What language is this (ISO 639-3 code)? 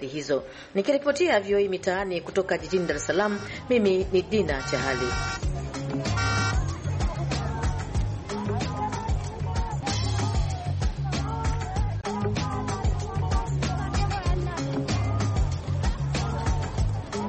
swa